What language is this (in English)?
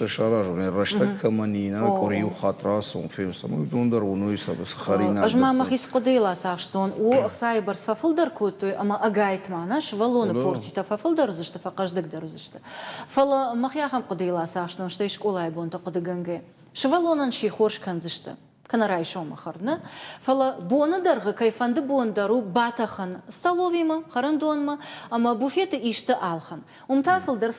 Ossetic